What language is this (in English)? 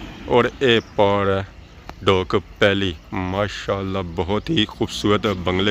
Pahari-Potwari